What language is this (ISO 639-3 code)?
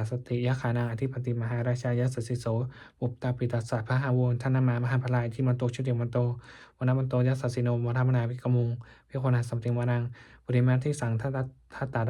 pli